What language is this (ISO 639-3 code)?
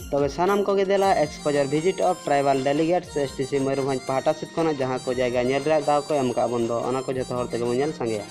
sat